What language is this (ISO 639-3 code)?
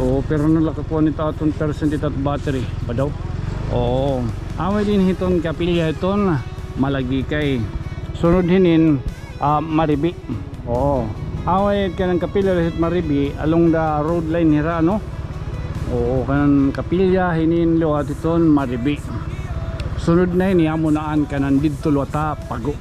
war